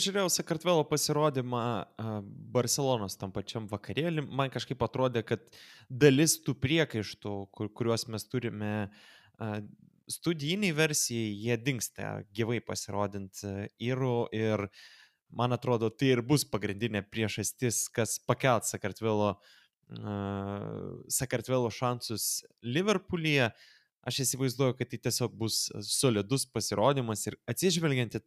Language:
Lithuanian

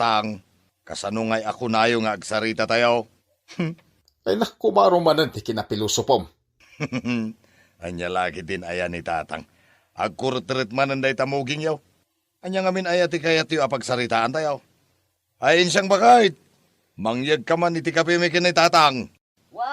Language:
Iloko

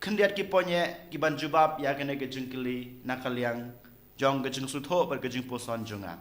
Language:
Khasi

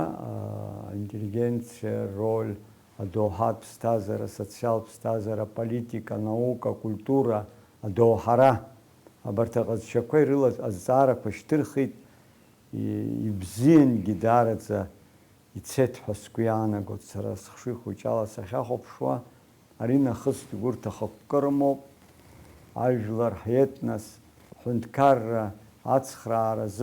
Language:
Abkhazian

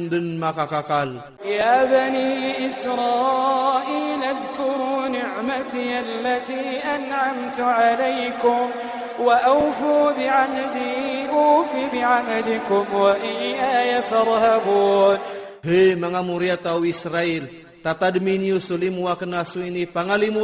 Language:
Iranun (Philippines)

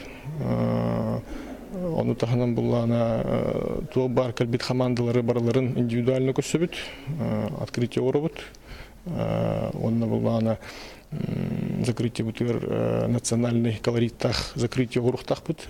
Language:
Yakut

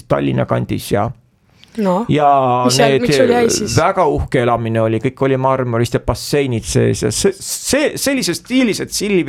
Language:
Estonian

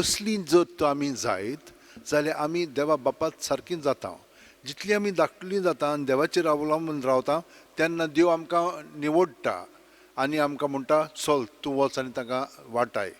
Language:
Konkani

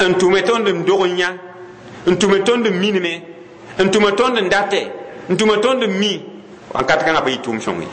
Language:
Mossi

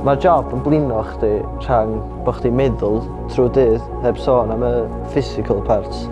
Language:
Welsh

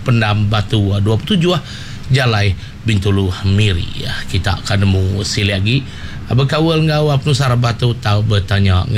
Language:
Iban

